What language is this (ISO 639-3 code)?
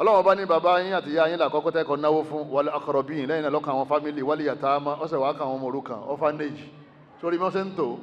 yor